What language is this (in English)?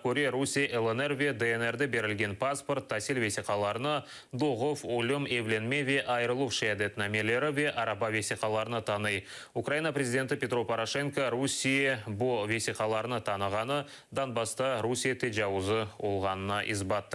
Crimean Tatar